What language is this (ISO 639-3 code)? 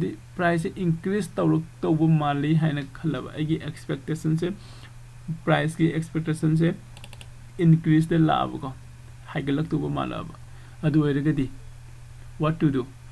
mni